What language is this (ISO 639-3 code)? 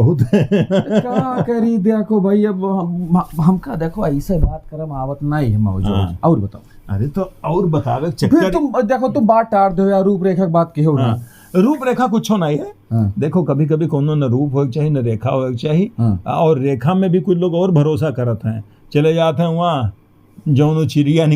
awa